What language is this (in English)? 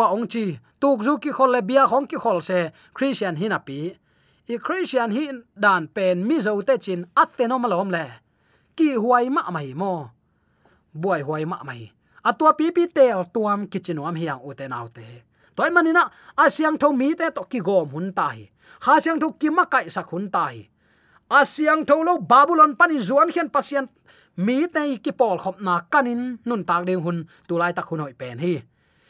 Tedim Chin